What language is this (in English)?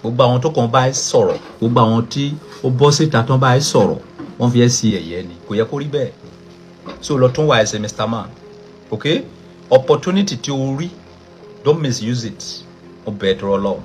Yoruba